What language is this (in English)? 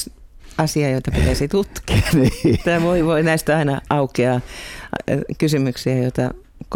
Finnish